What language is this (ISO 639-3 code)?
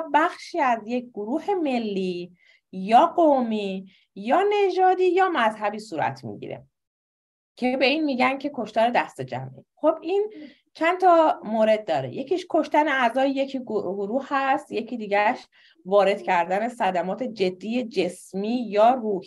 fas